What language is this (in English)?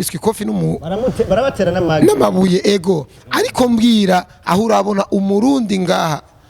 Rundi